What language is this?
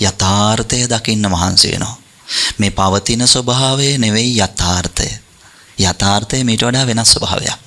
Sinhala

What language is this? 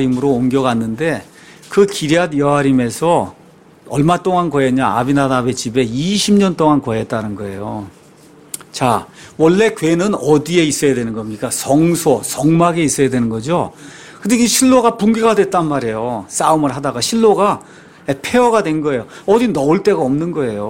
Korean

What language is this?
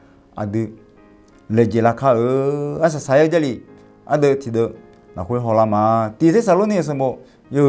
Akha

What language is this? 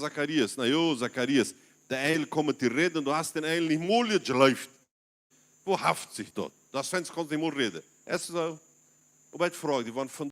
Plautdietsch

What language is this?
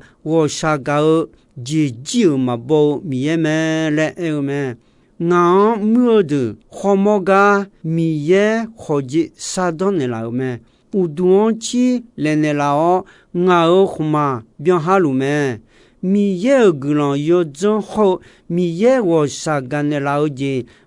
Akha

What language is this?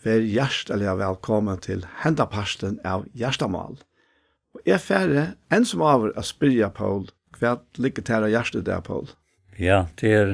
Faroese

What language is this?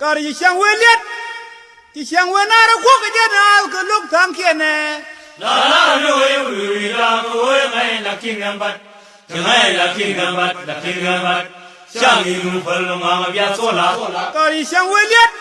Nuer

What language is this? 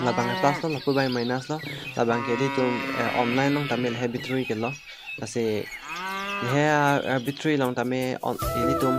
Karbi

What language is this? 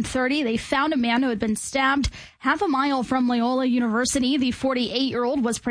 English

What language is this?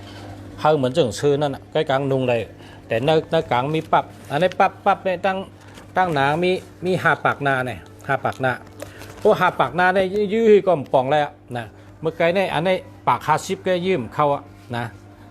Shan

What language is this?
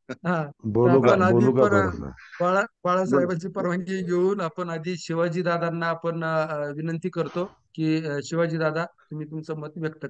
Marathi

